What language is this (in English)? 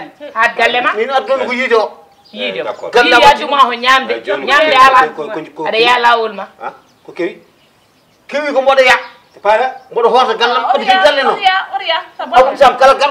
Fula